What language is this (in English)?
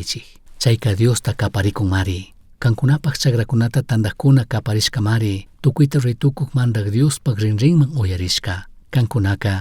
Chimborazo Highland Quichua